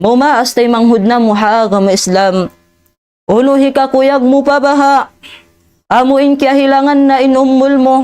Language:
Tausug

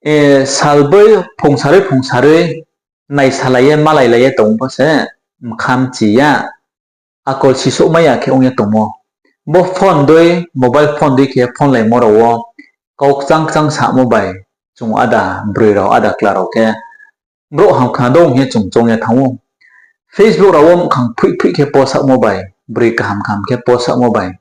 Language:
Riang (India)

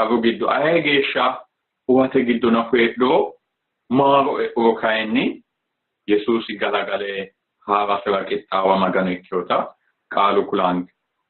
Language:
Sidamo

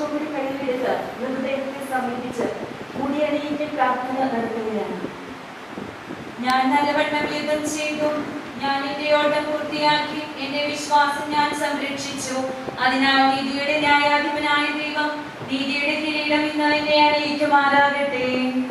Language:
Malayalam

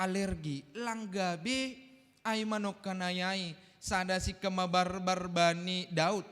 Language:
Batak Simalungun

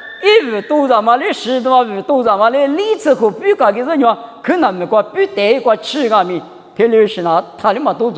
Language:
Lisu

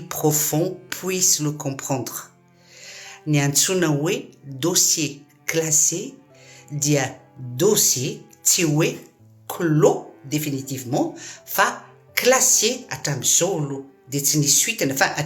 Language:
Malagasy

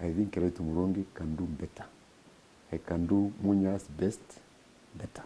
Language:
Meru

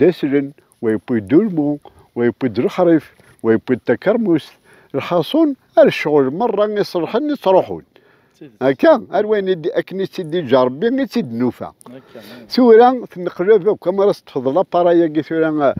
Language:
Kabyle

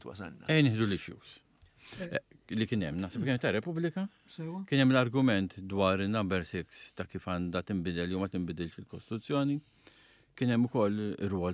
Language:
Maltese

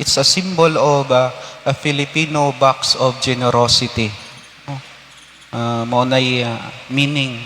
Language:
Cebuano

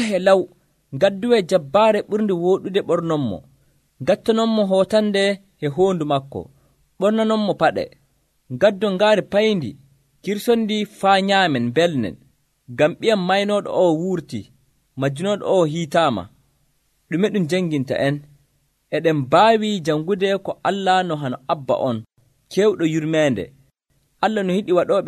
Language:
Nigerian Fulfulde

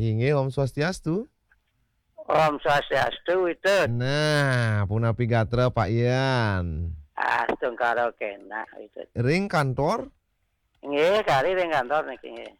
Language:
Balinese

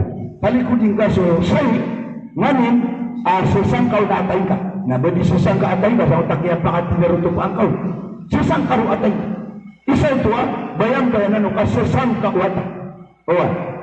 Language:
Maranao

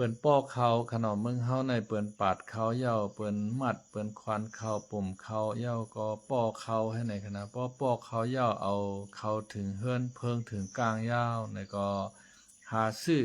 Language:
Shan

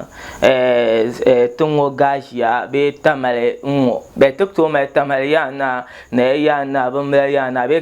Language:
Dagbani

